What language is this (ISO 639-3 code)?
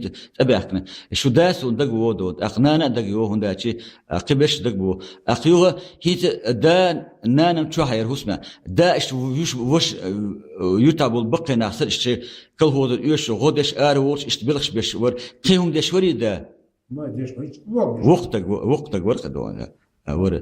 che